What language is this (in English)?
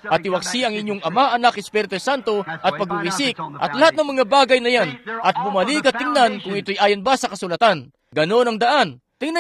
Filipino